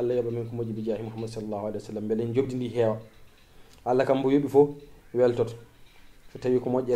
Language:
Fula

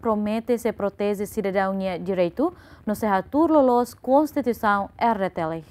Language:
Tetum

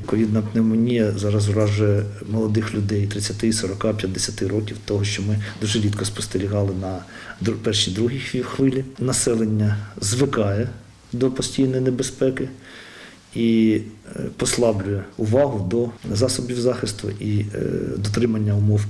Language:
Ukrainian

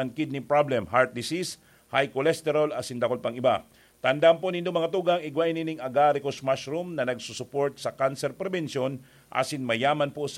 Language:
Bikol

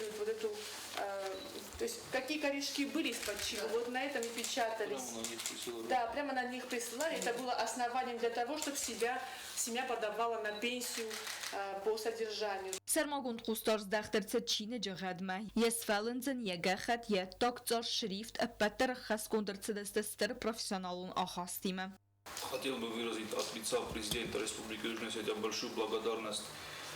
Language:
Ossetic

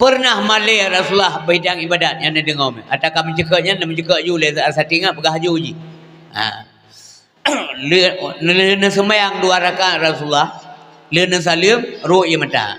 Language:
Achinese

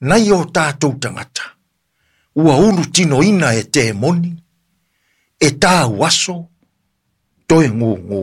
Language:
Samoan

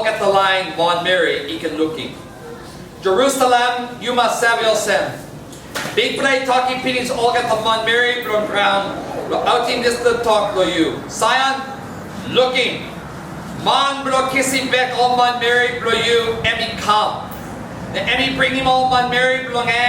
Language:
Tok Pisin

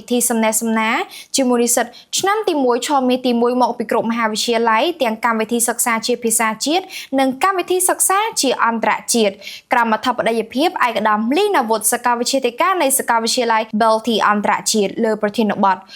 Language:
Khmer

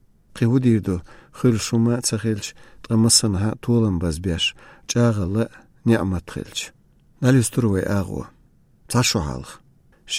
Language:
Chechen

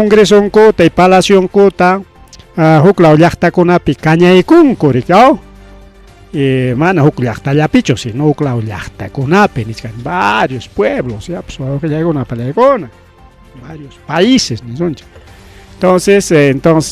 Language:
Ayacucho Quechua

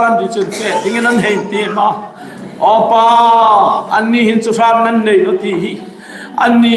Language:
Hmar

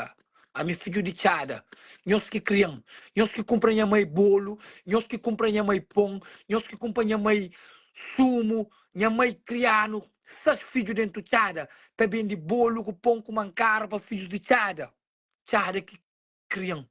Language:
Kabuverdianu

